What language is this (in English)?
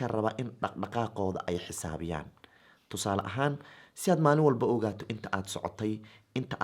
Somali